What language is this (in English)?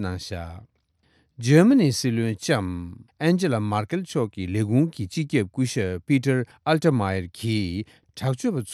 Tibetan